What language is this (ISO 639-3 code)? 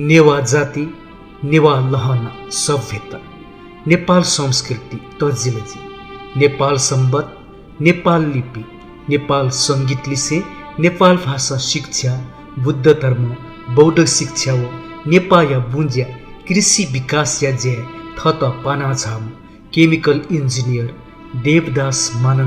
new